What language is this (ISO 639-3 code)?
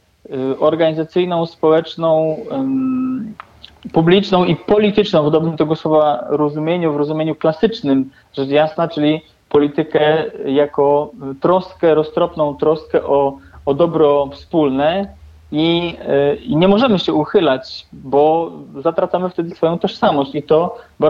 pol